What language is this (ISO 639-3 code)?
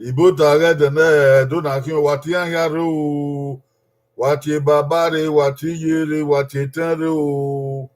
bin